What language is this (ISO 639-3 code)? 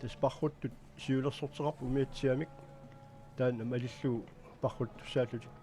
kal